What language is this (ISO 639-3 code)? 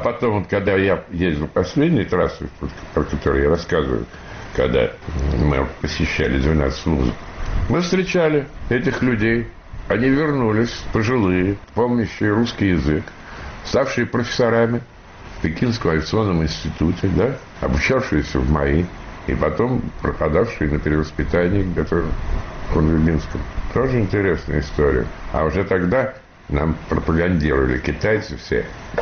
rus